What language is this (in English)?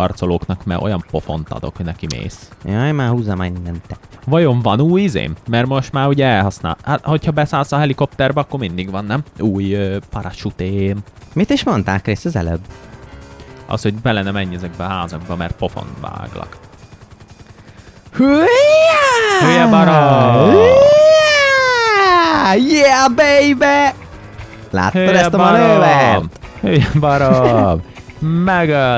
Hungarian